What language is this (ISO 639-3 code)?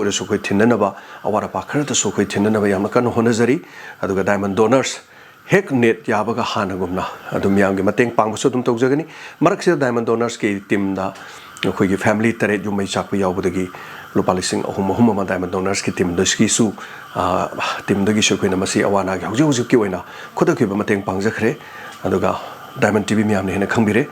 mni